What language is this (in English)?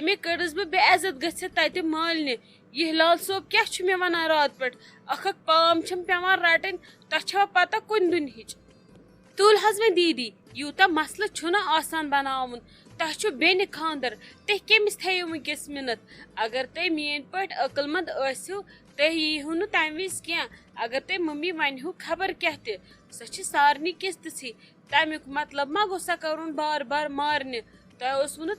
Kashmiri